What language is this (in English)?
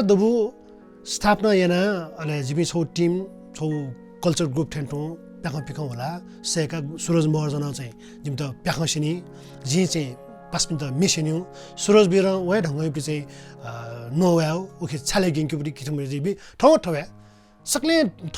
Newari